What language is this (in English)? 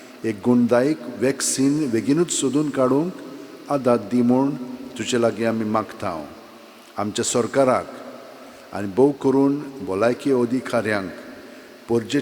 Konkani